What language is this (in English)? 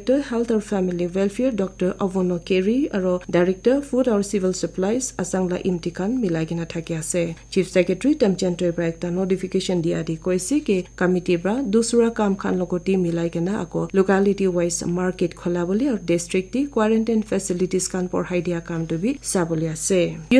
Naga Pidgin